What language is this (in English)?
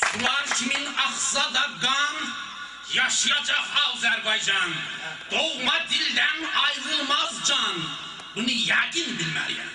South Azerbaijani